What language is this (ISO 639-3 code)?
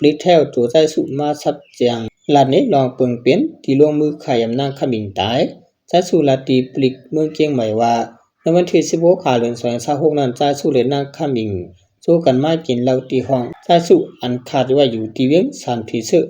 shn